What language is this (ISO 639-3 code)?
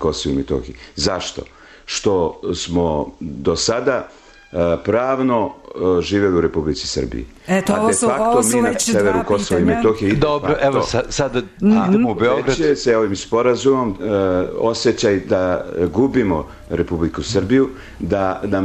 srp